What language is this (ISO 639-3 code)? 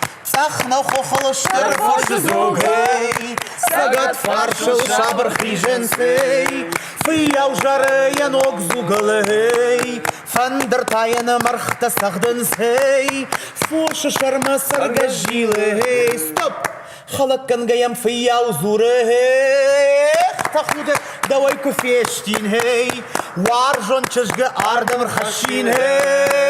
oss